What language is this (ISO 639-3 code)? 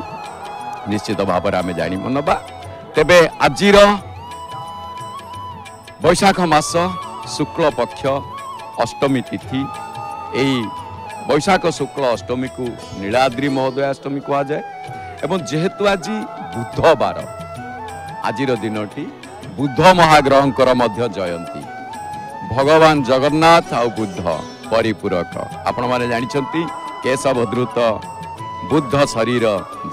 ori